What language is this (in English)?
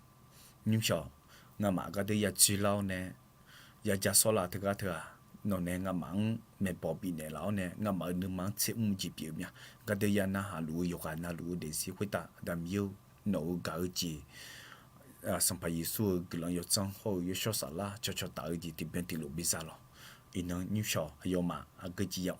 Akha